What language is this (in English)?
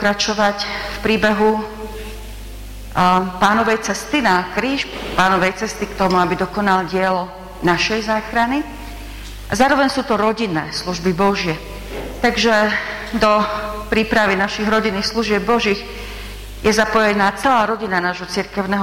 Slovak